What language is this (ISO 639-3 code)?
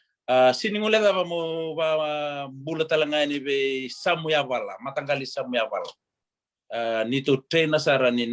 fij